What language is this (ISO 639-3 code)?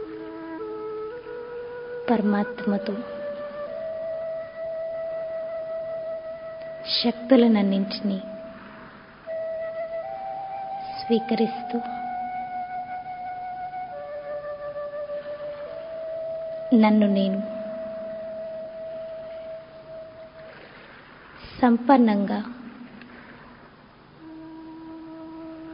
tel